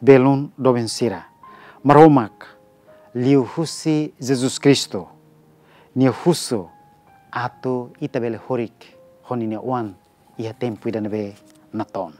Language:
Tetum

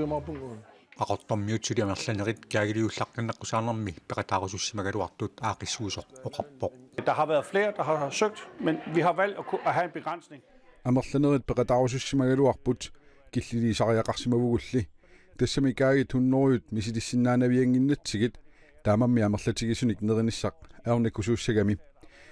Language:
Kalaallisut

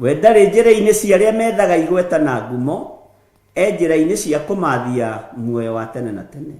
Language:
Kikuyu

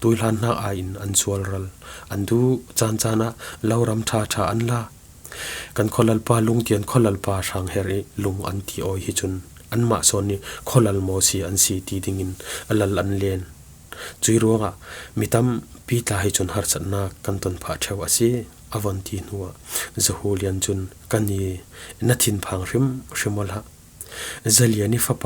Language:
Falam Chin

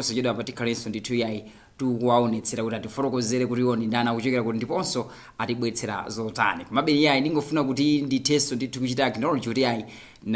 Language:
Nyanja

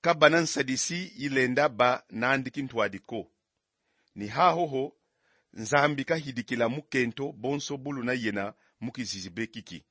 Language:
Kongo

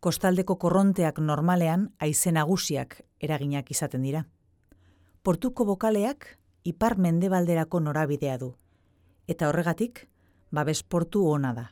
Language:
Basque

